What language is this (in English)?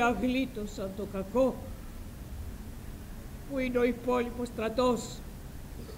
Greek